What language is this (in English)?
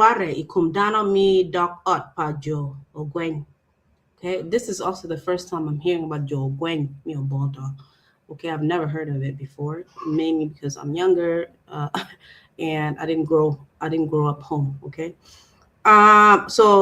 Acoli